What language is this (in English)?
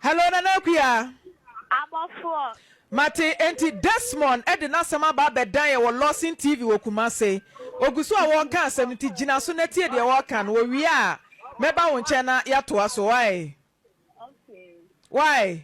Akan